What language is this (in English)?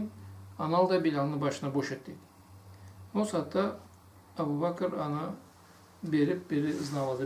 Karachay-Balkar